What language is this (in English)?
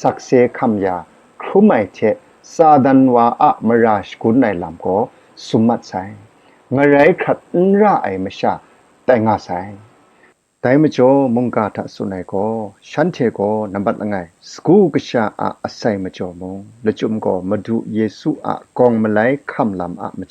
Kachin